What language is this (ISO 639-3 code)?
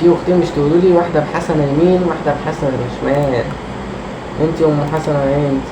arz